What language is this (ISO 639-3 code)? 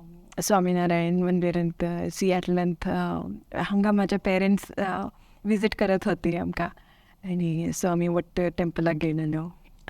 kok